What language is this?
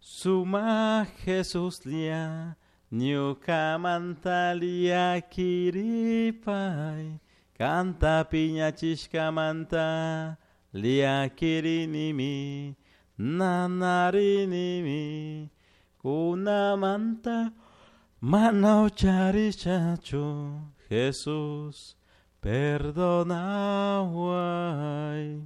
Chimborazo Highland Quichua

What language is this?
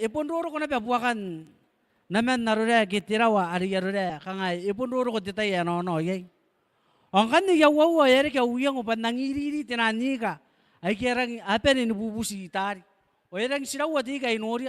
Gilbertese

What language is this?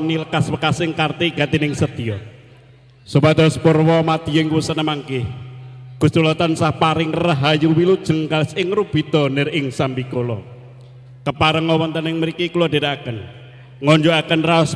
Javanese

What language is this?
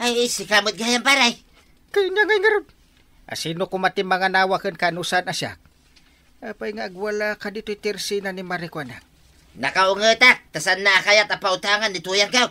Iloko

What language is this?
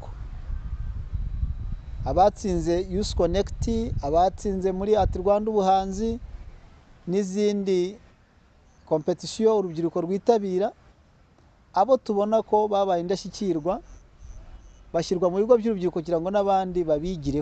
Kinyarwanda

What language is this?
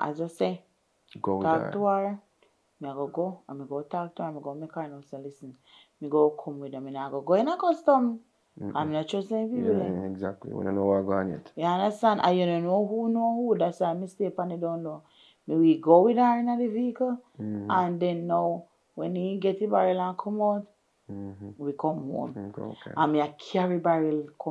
Jamaican Creole English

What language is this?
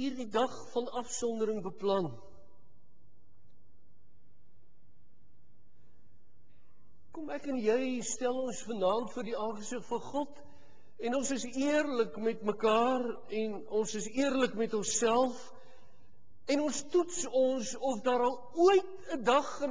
Afrikaans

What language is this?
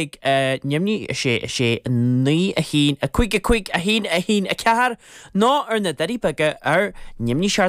Irish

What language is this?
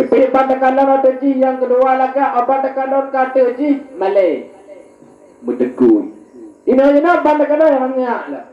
Achinese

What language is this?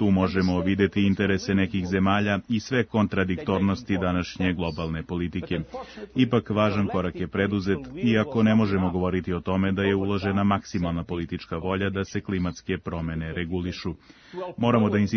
Serbian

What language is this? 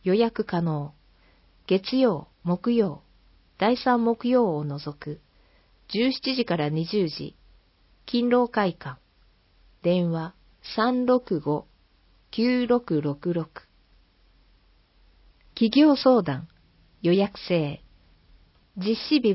Japanese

